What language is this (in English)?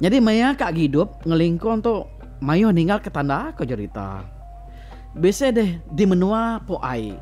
Iban